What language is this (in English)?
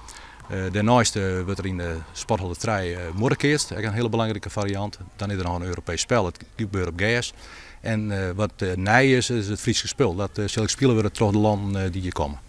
Western Frisian